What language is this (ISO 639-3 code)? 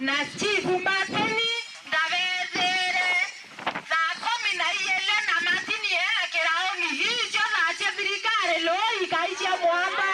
mer